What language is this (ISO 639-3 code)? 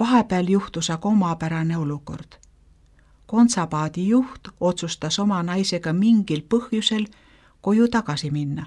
est